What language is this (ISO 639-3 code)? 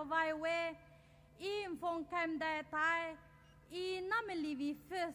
pmx